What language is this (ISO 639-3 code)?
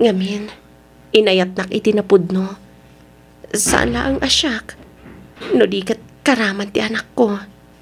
ilo